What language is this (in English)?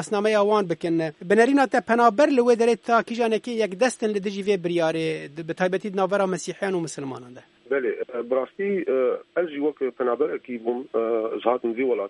Kurdish